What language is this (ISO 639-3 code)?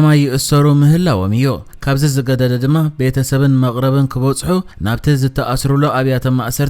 tir